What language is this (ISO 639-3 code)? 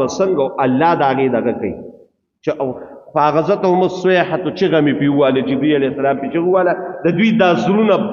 pus